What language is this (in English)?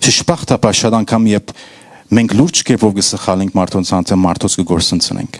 Western Armenian